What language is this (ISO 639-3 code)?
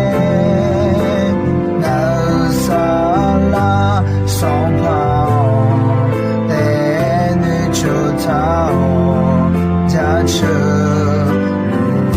ahk